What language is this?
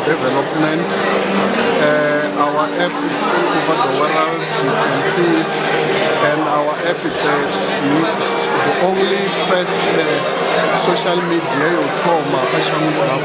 Venda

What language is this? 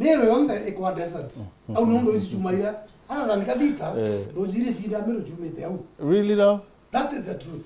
Meru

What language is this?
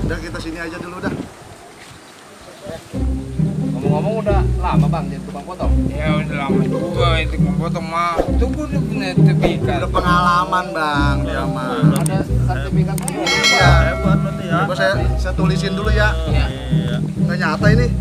Betawi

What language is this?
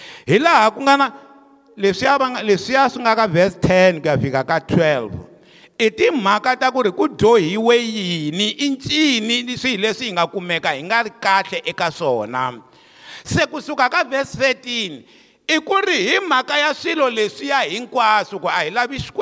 Tsonga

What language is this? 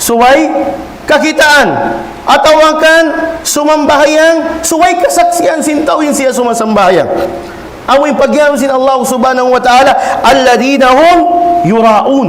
Tausug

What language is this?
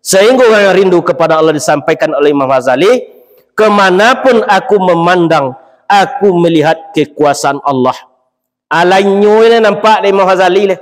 Minangkabau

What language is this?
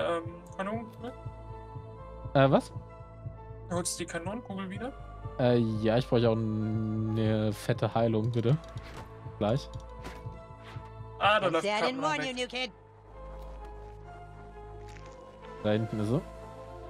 German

